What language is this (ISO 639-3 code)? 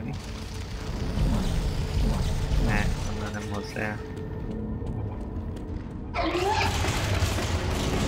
hun